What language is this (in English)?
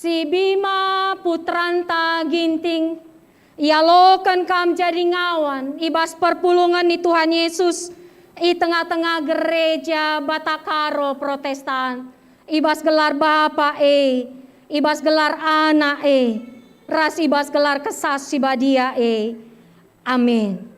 Batak Karo